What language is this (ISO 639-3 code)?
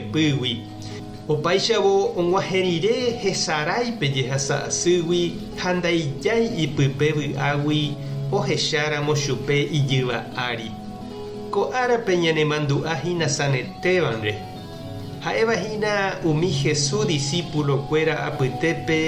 grn